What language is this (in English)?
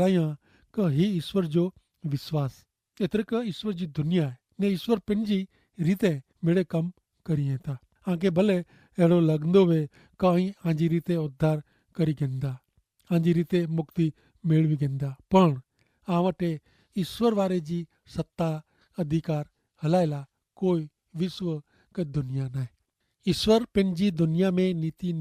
Kachhi